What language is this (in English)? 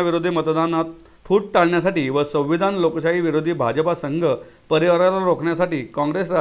Marathi